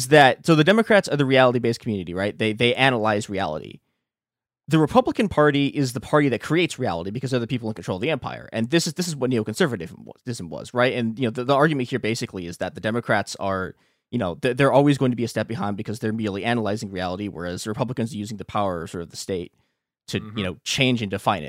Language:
English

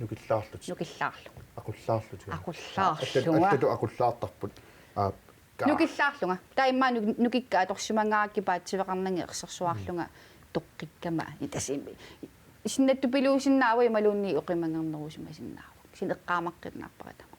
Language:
Kalaallisut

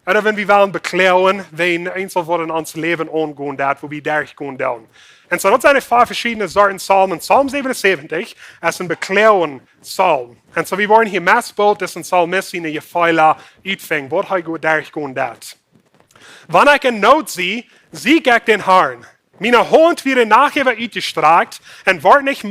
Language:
Plautdietsch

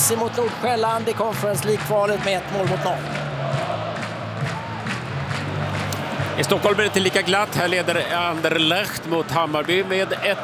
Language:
Swedish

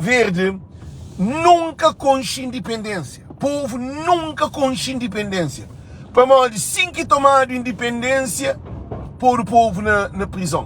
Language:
Kabuverdianu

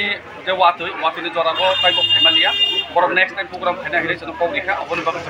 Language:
Kok Borok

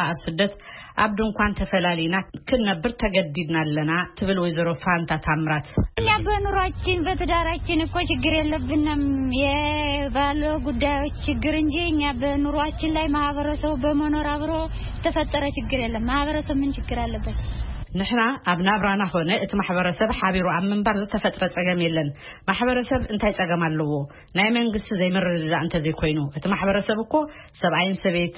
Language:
Tigrinya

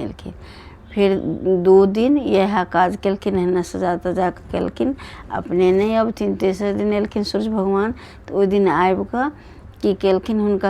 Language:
Maithili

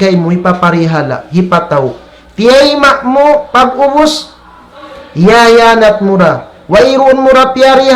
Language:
Tausug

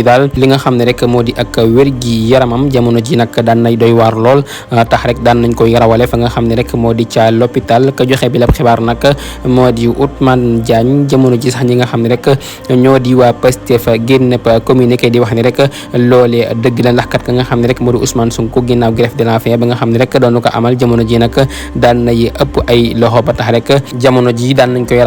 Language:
Wolof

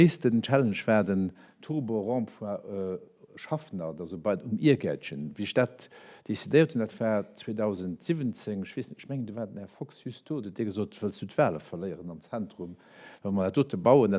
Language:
Luxembourgish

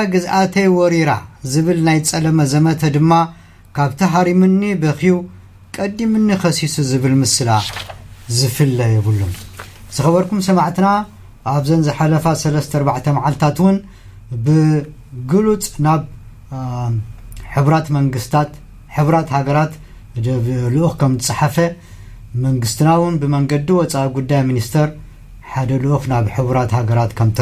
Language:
Tigrinya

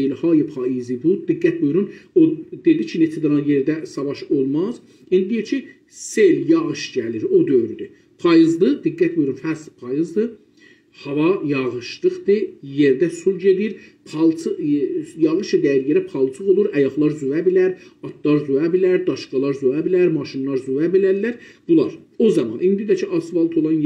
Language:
South Azerbaijani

